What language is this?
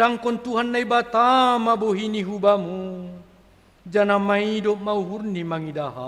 Batak Simalungun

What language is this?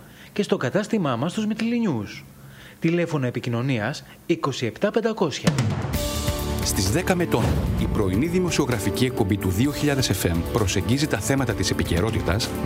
Greek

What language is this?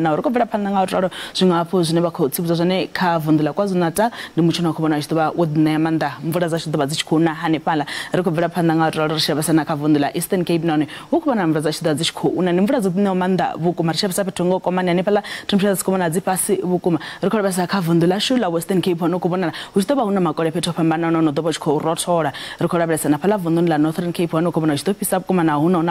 Venda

